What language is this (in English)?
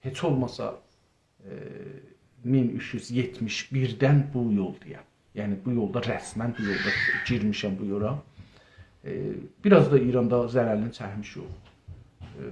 South Azerbaijani